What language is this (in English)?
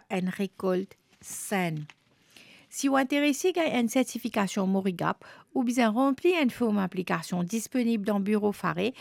Morisyen